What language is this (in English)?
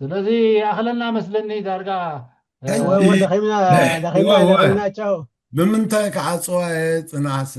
Tigrinya